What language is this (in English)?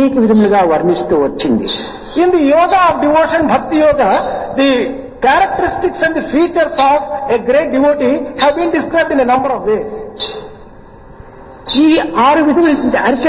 Telugu